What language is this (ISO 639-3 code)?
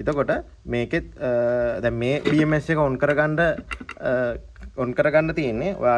sin